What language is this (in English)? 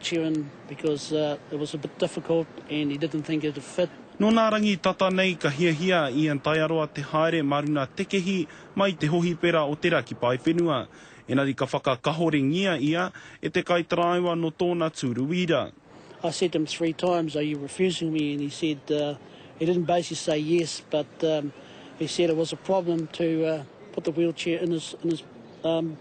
Māori